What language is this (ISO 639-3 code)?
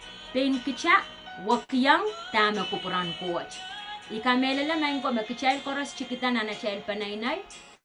pon